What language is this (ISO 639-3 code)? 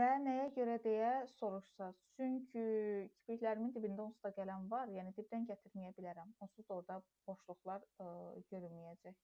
aze